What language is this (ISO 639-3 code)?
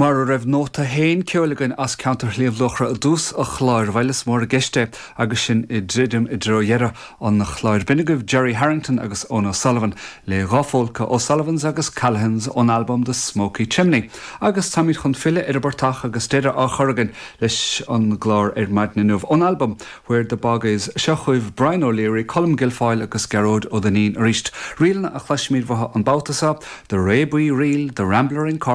gle